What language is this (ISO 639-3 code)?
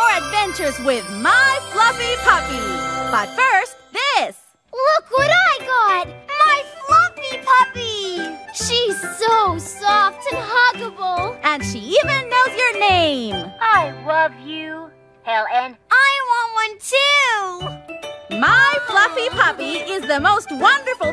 eng